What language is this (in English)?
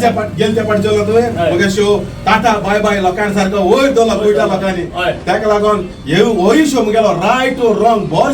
Konkani